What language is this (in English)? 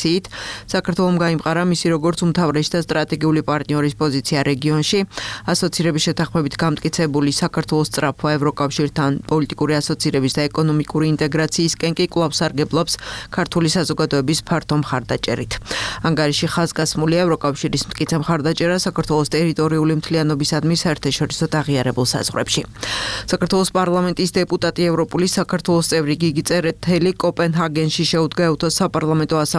Georgian